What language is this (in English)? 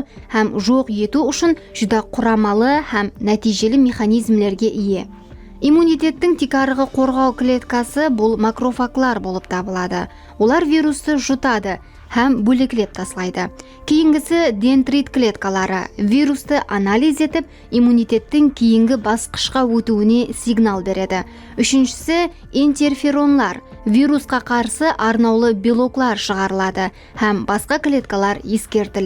Kara-Kalpak